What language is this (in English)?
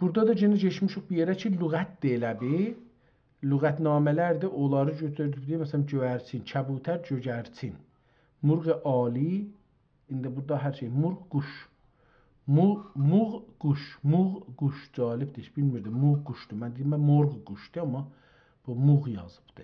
South Azerbaijani